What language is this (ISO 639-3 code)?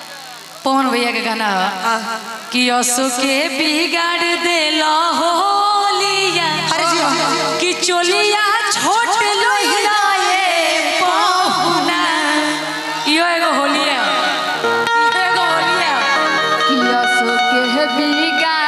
bho